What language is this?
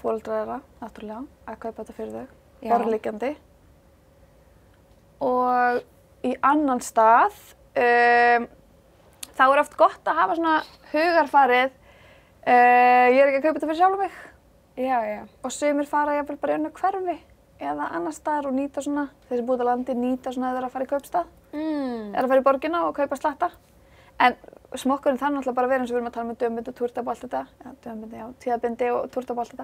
Icelandic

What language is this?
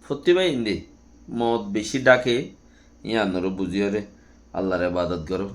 Rohingya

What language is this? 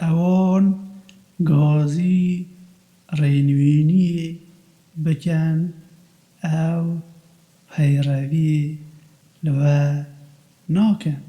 Kurdish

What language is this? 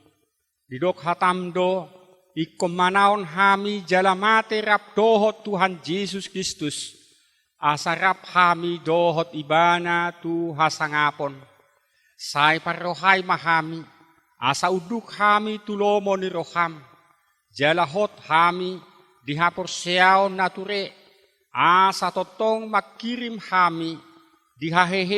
Batak Toba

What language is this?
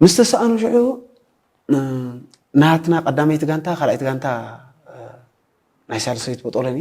Tigrinya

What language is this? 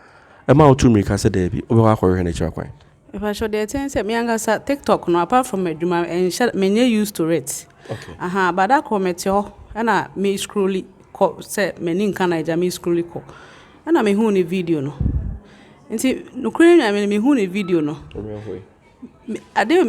Akan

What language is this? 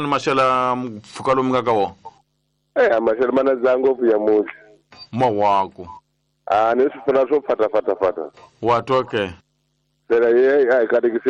Tsonga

